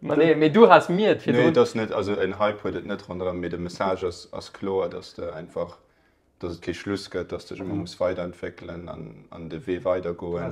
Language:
Luxembourgish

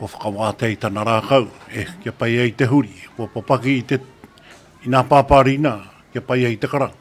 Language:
Māori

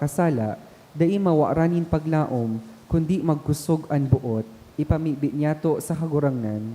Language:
Bikol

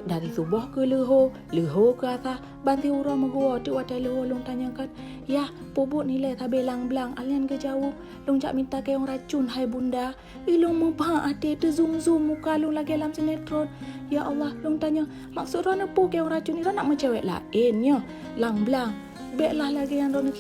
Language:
Achinese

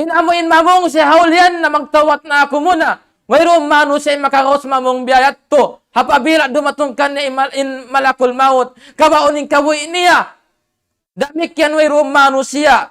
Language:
Tausug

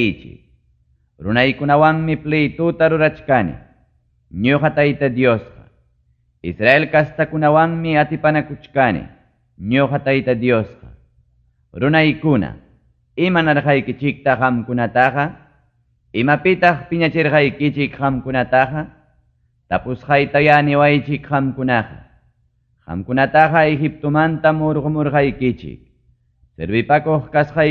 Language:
Ayacucho Quechua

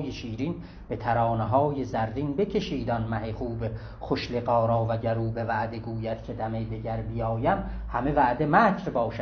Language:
South Azerbaijani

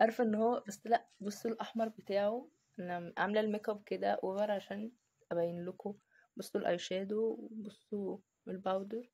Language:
Egyptian Arabic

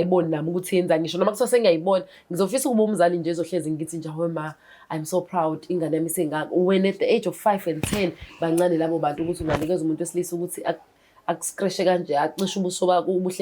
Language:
Zulu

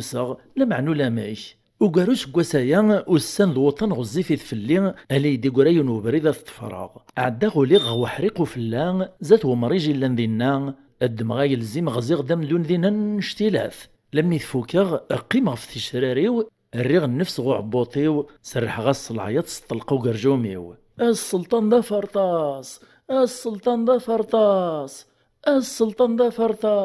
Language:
Kabyle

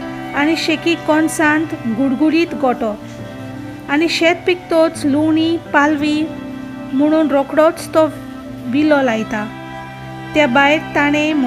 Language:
Konkani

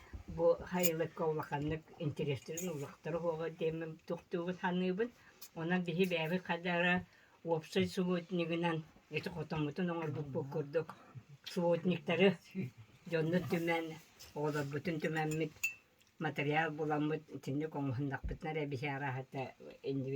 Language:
Yakut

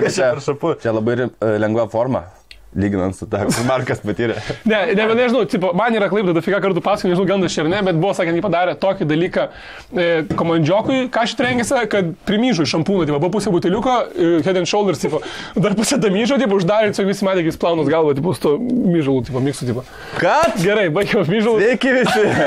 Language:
Lithuanian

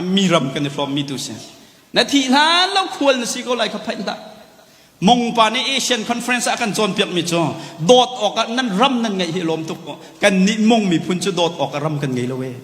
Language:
Hakha Chin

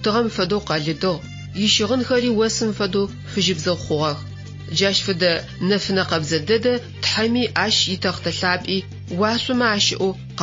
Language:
Adyghe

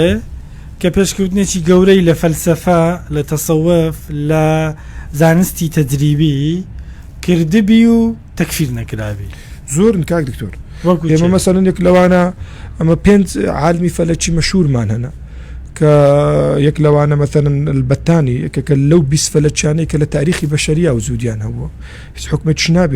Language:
Central Kurdish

